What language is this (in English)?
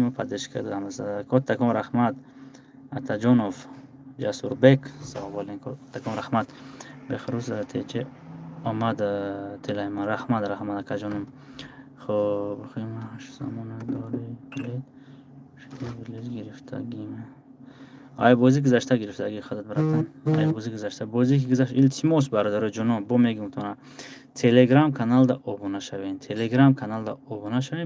Tajik